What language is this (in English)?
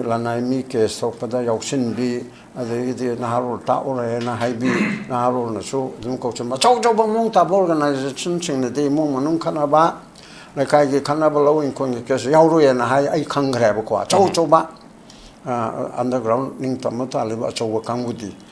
Manipuri